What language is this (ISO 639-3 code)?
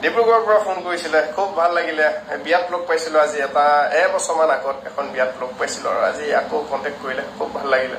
asm